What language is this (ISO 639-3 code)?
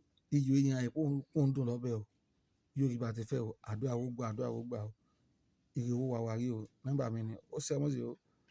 yor